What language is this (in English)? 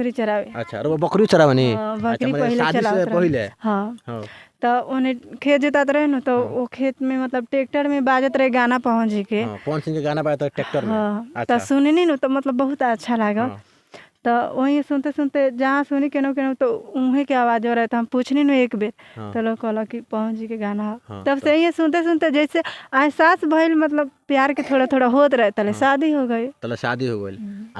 Bhojpuri